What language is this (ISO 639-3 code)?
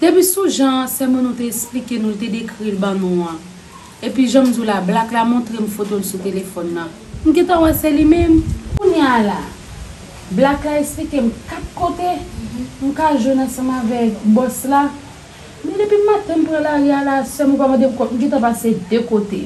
hat